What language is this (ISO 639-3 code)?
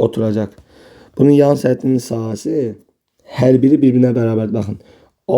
aze